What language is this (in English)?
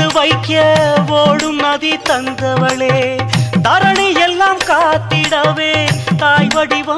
Tamil